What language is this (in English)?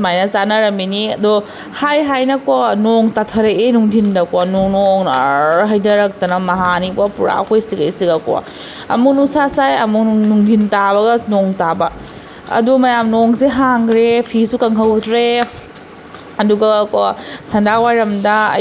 Manipuri